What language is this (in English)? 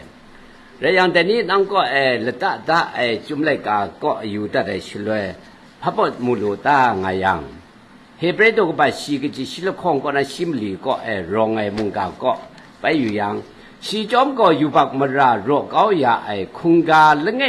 Kachin